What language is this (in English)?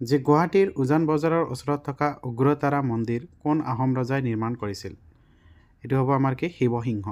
Assamese